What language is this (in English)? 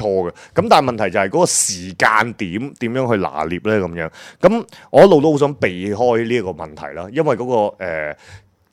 Cantonese